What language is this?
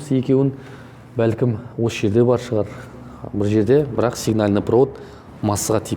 Kazakh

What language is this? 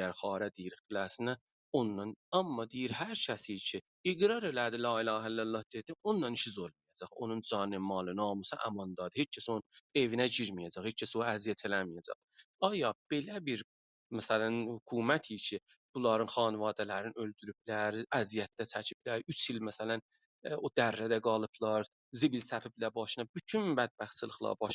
South Azerbaijani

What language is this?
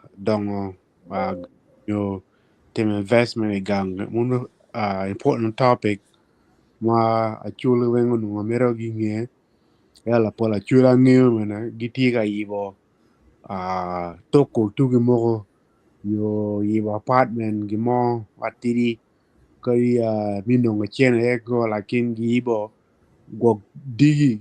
Acoli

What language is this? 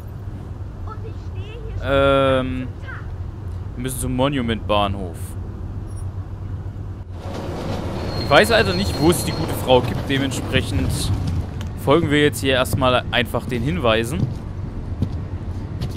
German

